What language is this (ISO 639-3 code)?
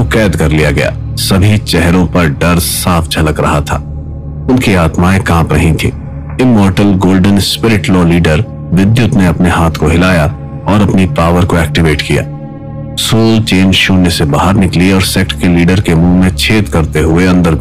hin